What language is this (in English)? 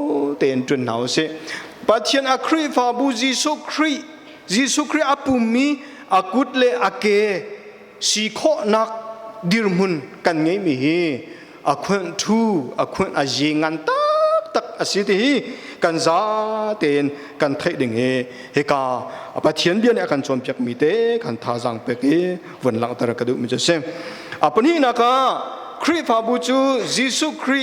Hakha Chin